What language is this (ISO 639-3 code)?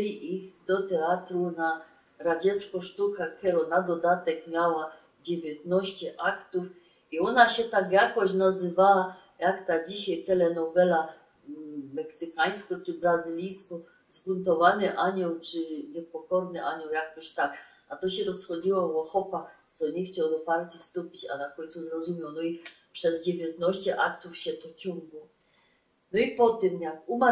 szl